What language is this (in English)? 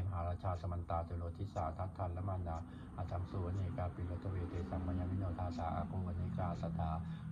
Pali